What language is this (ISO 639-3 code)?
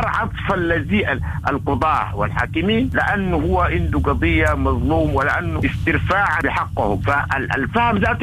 apd